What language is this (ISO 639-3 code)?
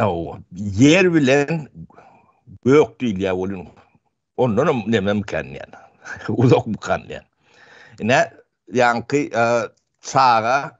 tuk